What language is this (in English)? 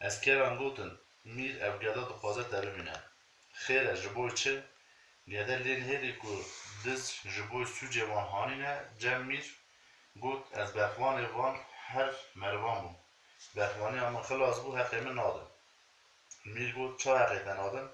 Kurdish